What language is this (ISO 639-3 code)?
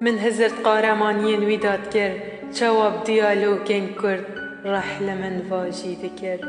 kur